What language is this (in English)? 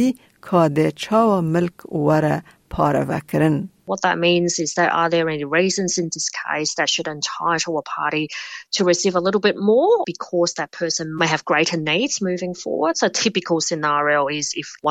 Kurdish